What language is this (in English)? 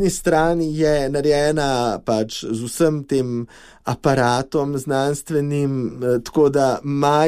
Slovenian